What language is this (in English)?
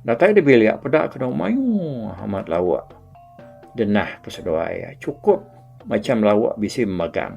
Iban